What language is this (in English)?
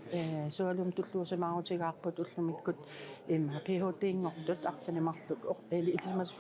Kalaallisut